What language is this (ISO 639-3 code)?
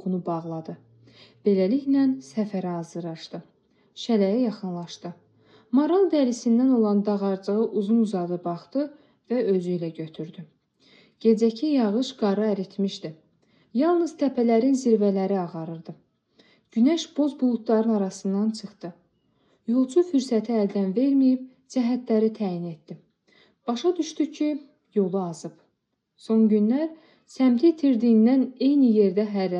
aze